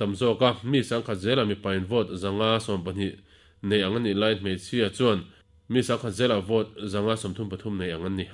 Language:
Mizo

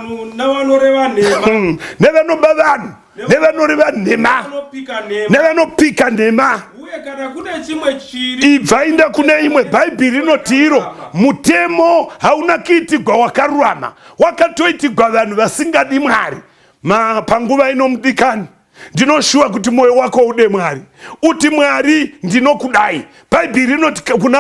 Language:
Shona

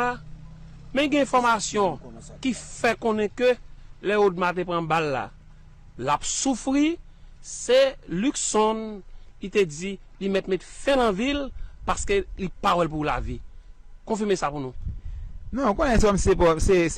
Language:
Haitian Creole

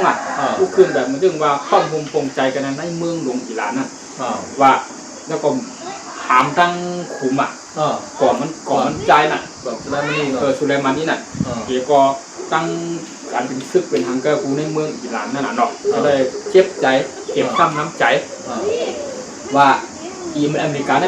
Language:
Shan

